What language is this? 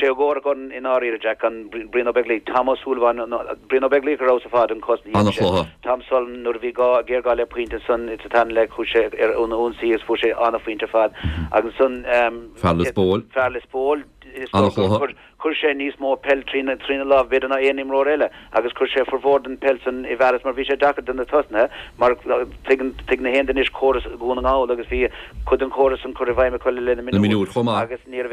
Irish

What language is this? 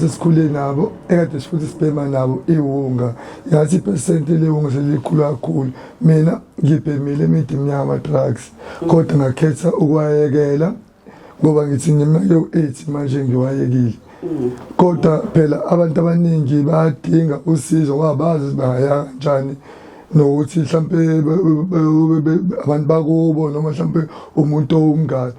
Zulu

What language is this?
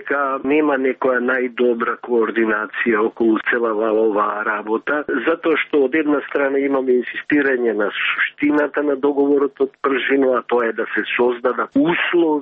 Macedonian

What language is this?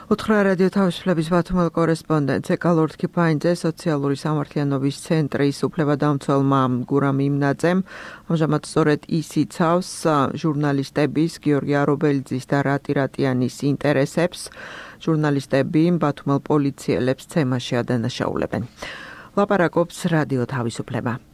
Georgian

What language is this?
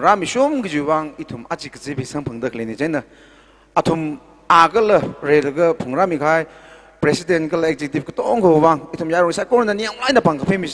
Tangkhul Naga (India)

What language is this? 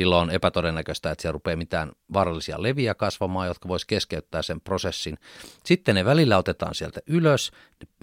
Finnish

